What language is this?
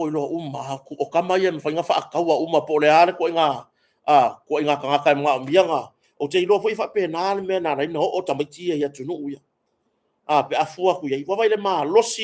Samoan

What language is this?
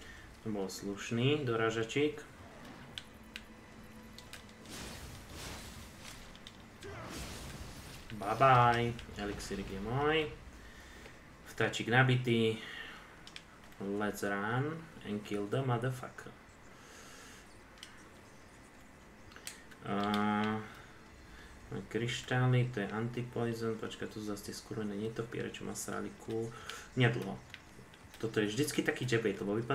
Slovak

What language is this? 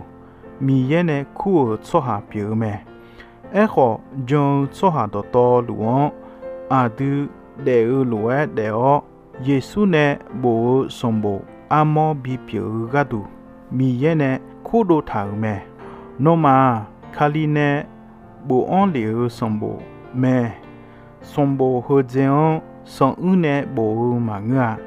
Akha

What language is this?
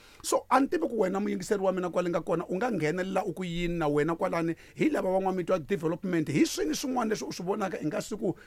Tsonga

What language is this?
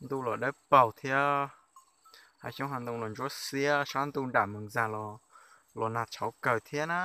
Hmong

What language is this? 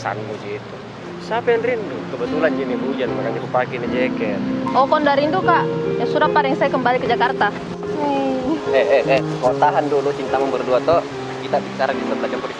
Makassar Malay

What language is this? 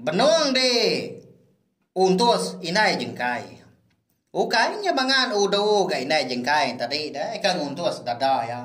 Iban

